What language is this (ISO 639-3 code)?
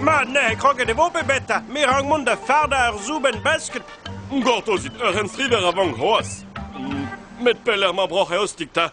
bre